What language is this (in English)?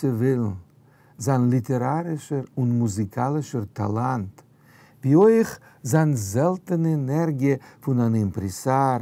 Yiddish